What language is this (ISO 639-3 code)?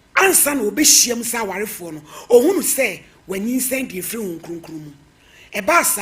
aka